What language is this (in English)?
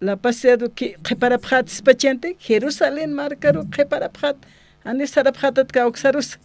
Aymara